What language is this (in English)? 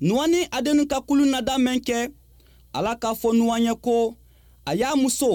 Bambara